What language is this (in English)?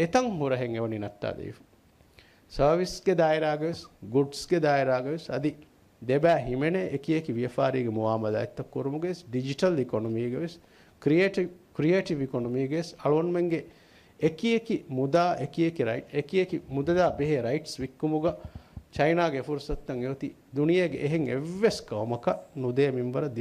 Divehi